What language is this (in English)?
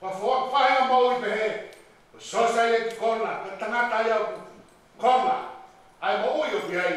Tongan